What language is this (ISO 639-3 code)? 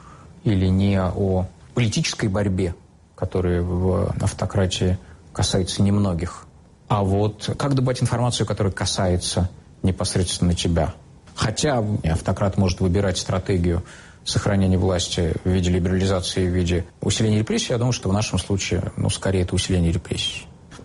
rus